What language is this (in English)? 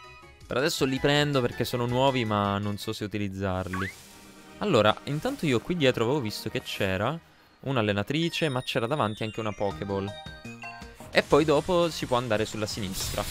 Italian